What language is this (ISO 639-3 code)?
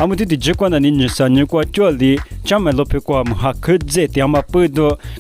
lis